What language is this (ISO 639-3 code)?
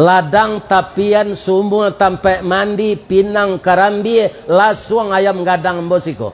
min